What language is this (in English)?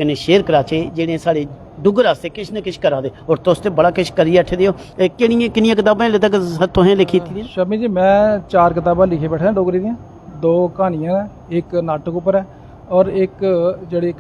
Dogri